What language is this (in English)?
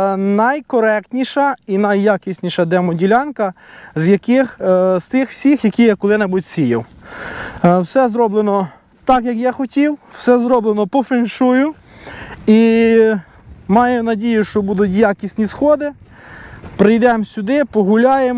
Ukrainian